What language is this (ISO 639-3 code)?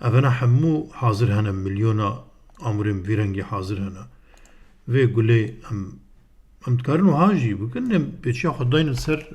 kur